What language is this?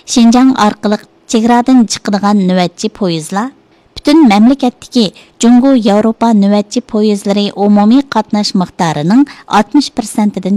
Uyghur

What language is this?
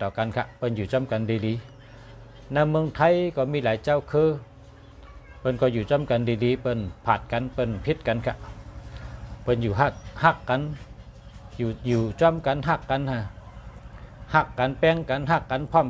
Shan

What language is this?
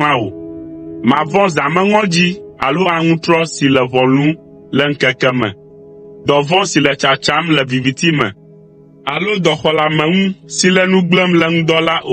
Ewe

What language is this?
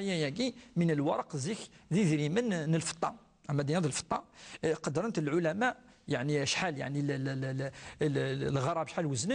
Kabyle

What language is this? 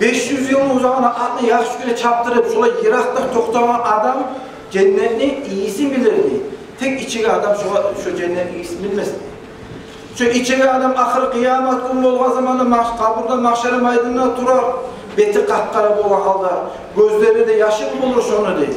Kumyk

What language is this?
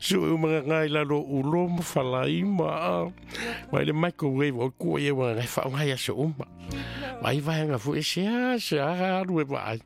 Samoan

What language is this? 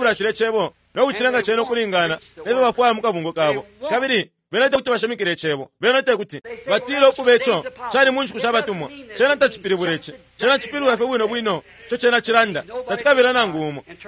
Bemba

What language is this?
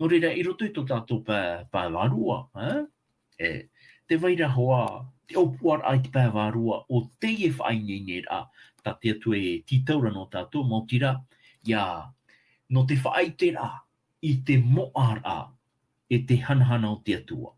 Tahitian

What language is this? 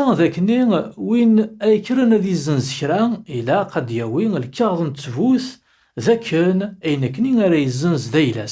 Kabyle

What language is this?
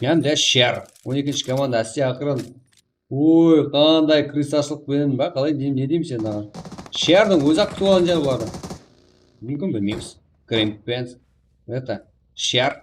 Kara-Kalpak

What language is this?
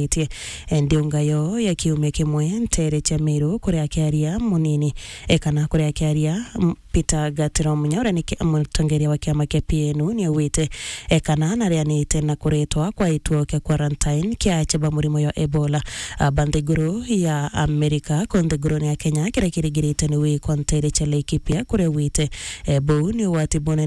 Meru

